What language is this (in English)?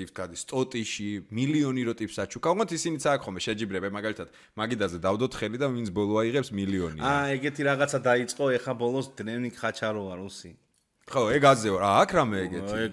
Georgian